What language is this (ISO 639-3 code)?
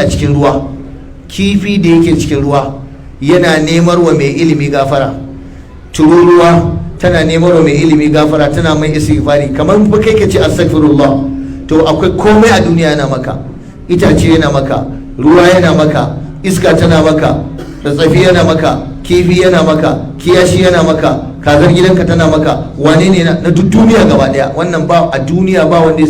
hau